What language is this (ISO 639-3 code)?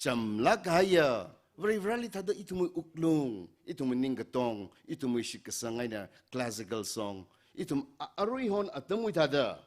nmf